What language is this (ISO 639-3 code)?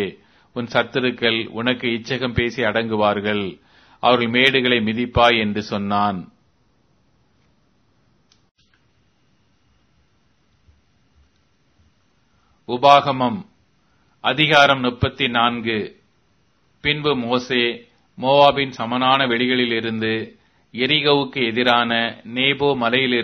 tam